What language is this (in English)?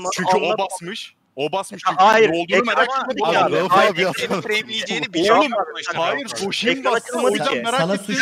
Turkish